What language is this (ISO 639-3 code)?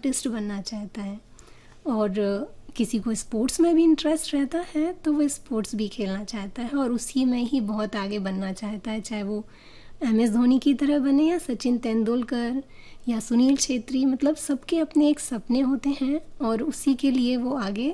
hin